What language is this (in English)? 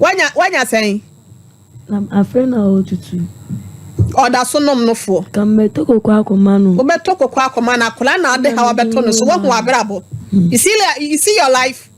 Akan